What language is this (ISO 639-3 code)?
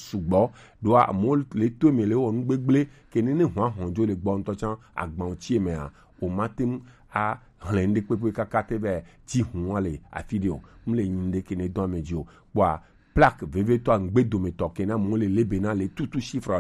gej